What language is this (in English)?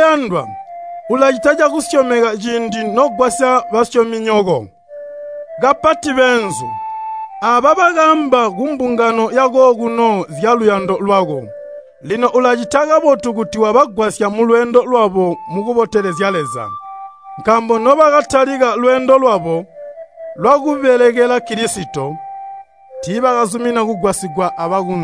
Tonga (Zambia)